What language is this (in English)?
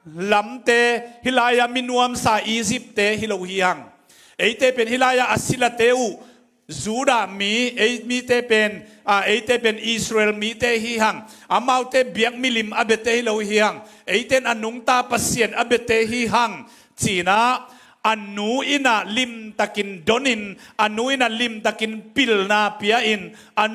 Tedim Chin